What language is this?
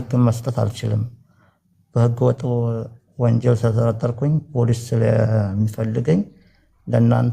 Amharic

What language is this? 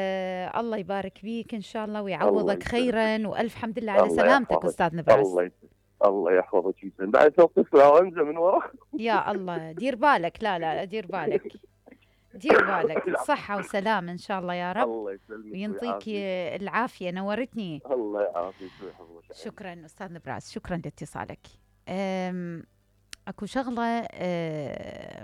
Mesopotamian Arabic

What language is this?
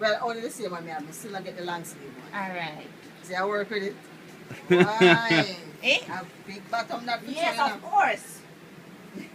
Jamaican Creole English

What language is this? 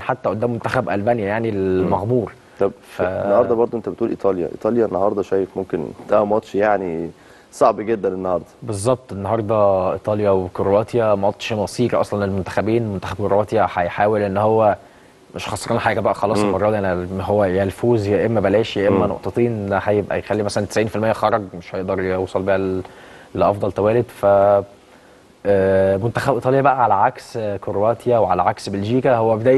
Egyptian Arabic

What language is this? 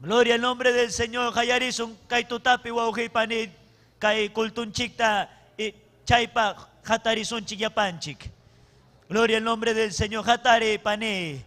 Ayacucho Quechua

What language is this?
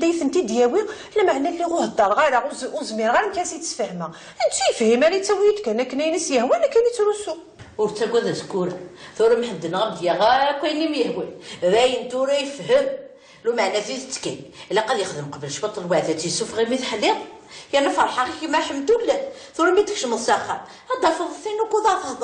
Kabyle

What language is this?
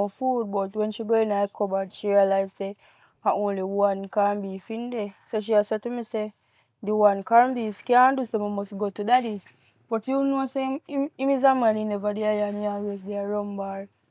Jamaican Creole English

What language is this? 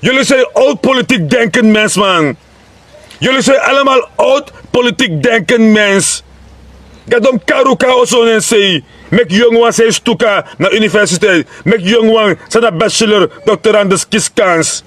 Sranan Tongo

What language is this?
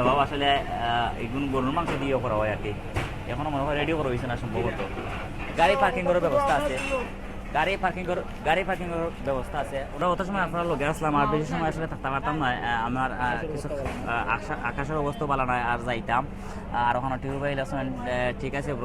Sylheti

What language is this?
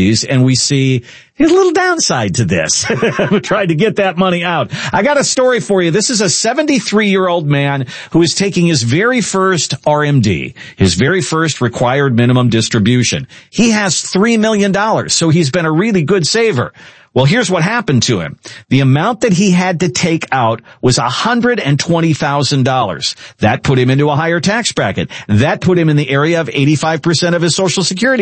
English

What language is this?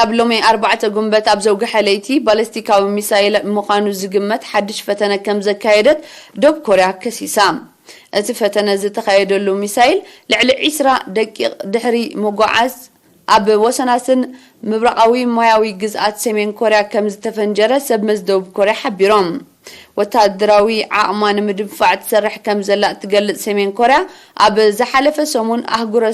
Tigrinya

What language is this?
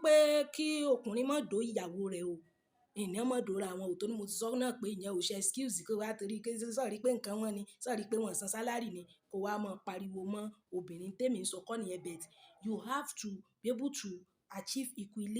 Yoruba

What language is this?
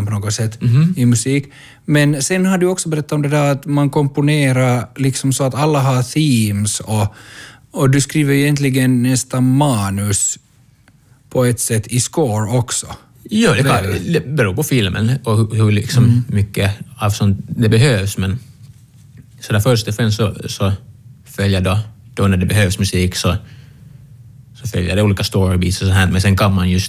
Swedish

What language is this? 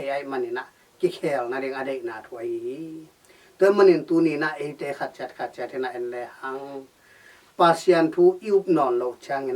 Tedim Chin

